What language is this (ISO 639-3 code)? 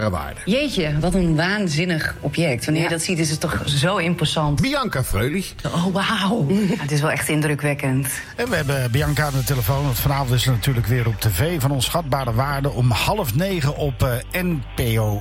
nld